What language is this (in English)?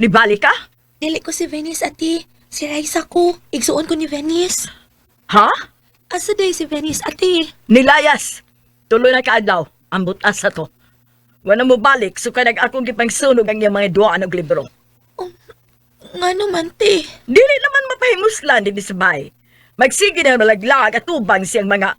Cebuano